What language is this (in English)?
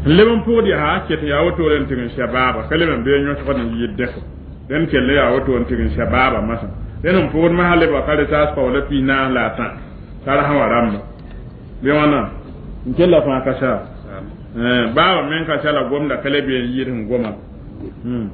Mossi